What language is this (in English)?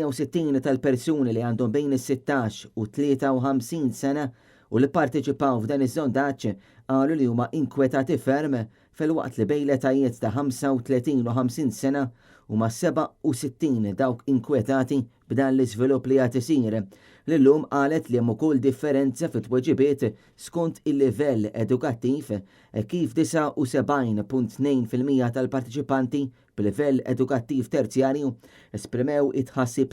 Maltese